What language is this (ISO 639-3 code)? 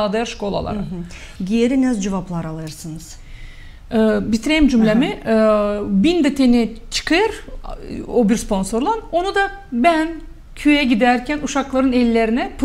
gag